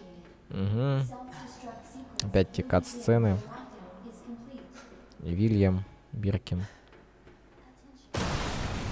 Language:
Russian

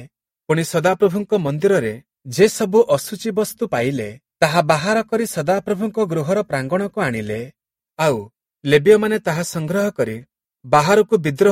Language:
Odia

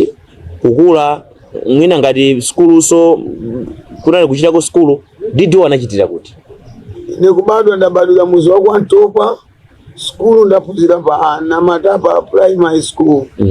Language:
Nyanja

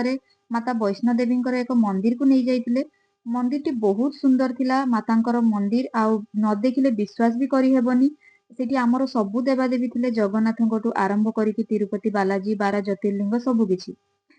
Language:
Odia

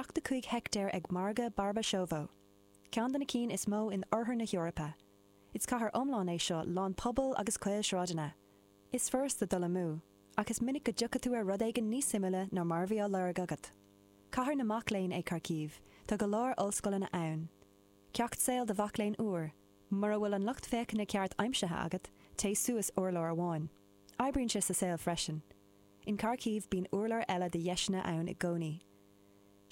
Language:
Irish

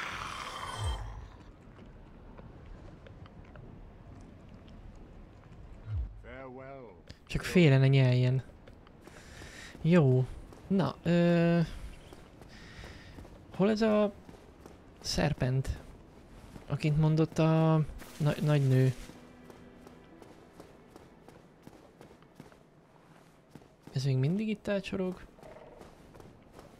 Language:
Hungarian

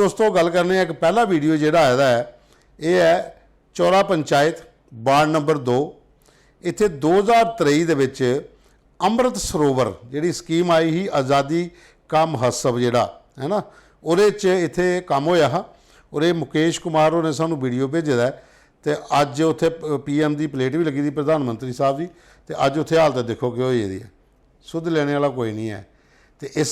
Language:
Dogri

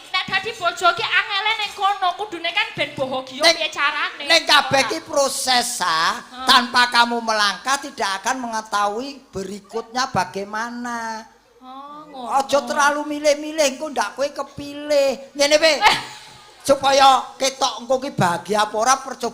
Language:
Javanese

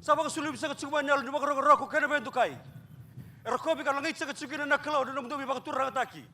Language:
Fijian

